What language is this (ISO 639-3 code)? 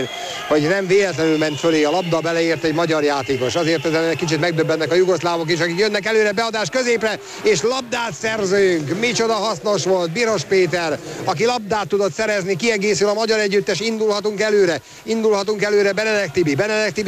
hun